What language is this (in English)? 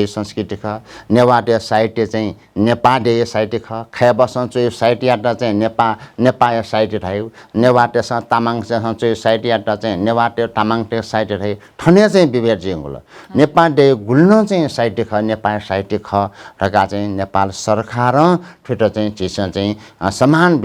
Newari